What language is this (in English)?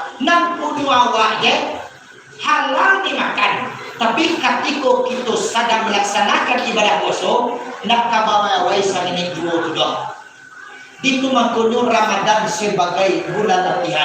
Minangkabau